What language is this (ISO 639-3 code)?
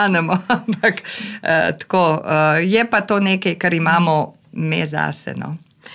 slv